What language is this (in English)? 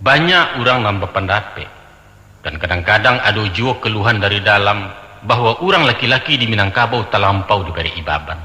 Minangkabau